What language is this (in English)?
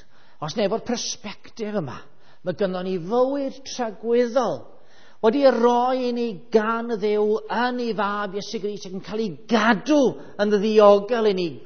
Welsh